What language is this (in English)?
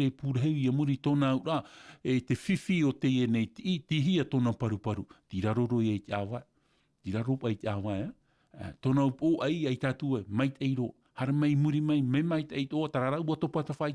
Tahitian